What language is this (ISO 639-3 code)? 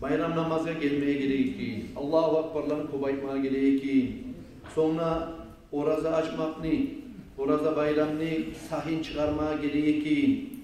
kum